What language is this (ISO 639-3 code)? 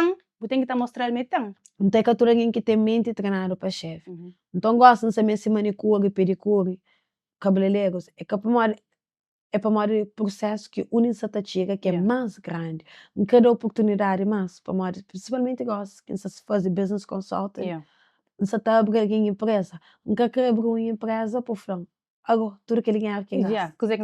kea